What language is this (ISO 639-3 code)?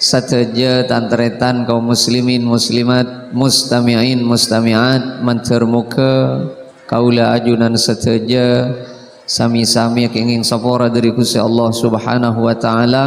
mad